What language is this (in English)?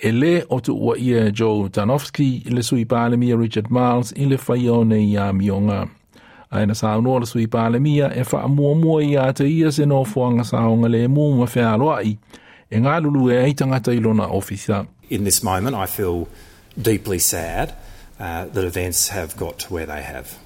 Samoan